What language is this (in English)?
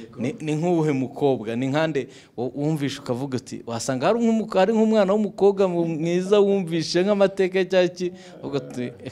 Kinyarwanda